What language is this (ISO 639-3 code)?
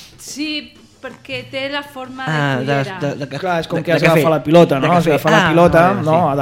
cat